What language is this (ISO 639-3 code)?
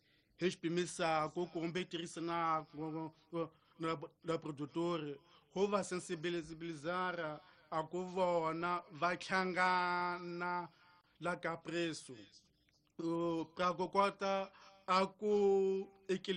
tso